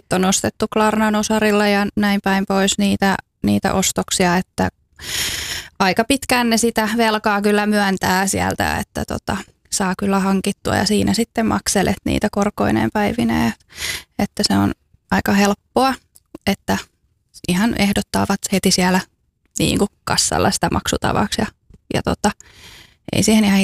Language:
Finnish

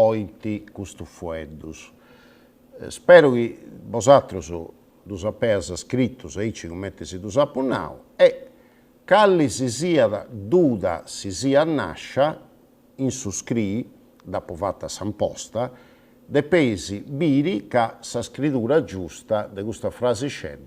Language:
Sardinian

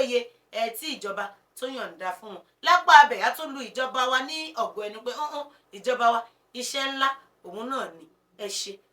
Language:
Yoruba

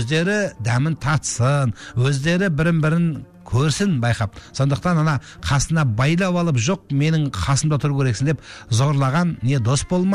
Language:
Kazakh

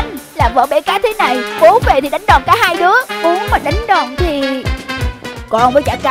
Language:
Vietnamese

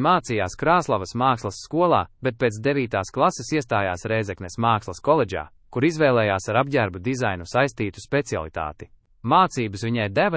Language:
Latvian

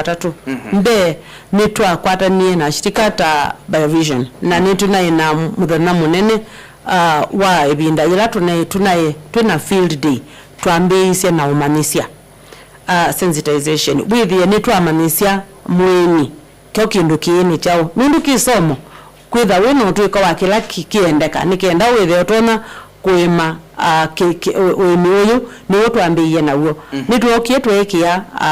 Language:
Kamba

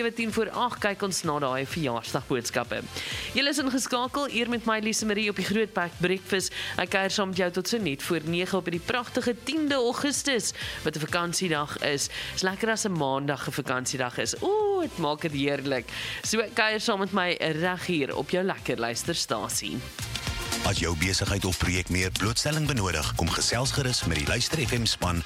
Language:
Afrikaans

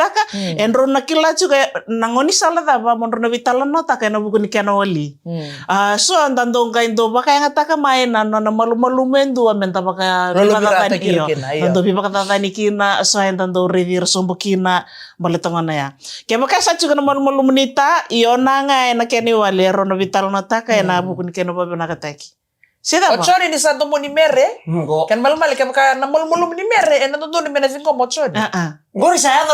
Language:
Fijian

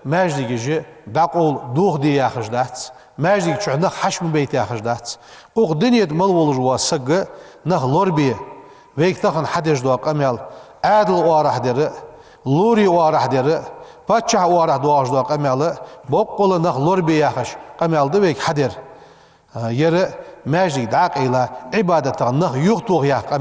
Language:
Ingush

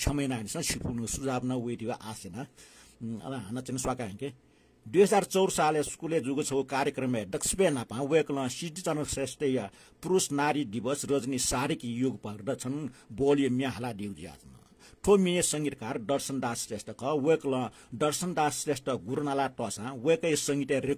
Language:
Newari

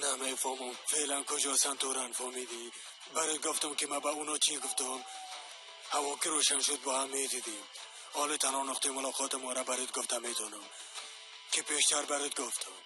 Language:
Tajik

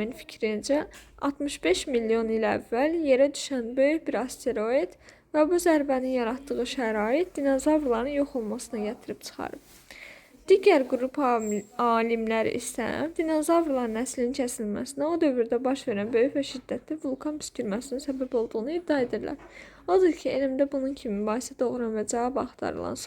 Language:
Azerbaijani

